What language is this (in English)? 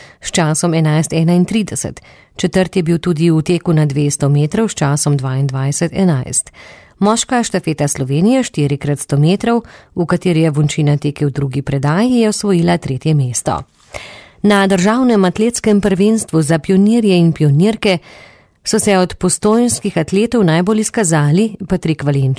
Slovenian